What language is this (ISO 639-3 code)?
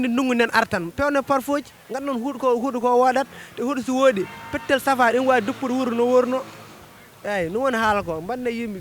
ful